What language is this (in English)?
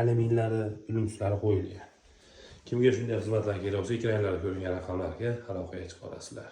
Uzbek